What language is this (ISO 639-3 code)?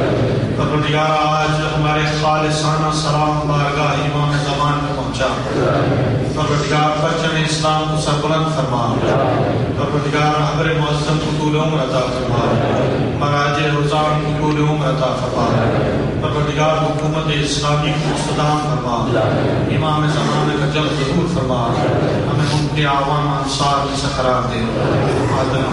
urd